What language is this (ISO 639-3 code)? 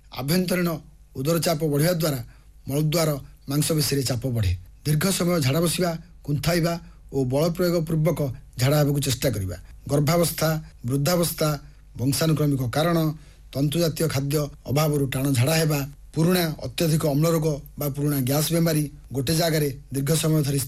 ori